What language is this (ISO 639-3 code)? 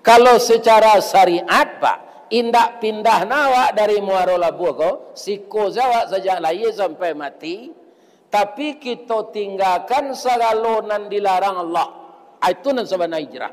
min